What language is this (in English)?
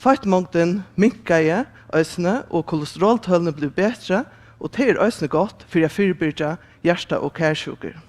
Faroese